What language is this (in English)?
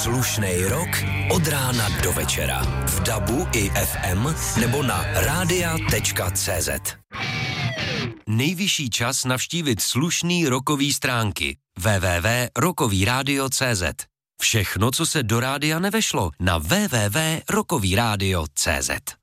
Czech